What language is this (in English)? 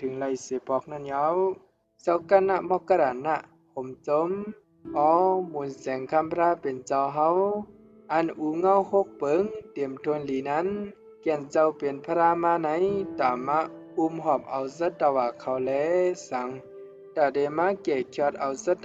Shan